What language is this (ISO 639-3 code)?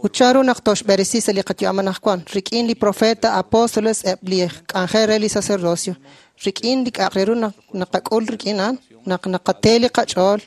kek